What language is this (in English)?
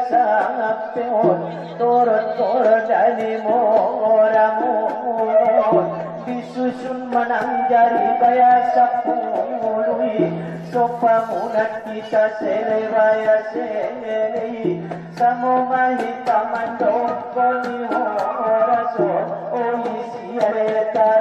Batak Angkola